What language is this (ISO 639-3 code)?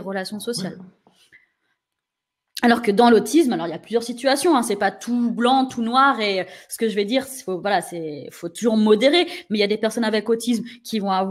fra